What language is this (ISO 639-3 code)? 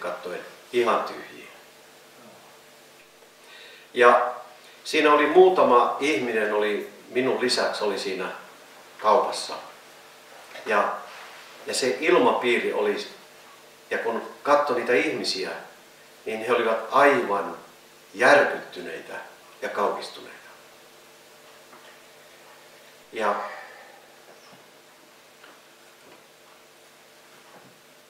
fin